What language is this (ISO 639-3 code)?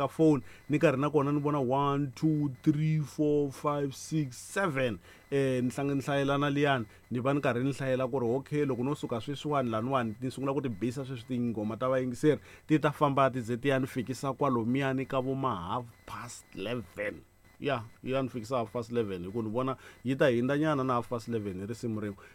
tso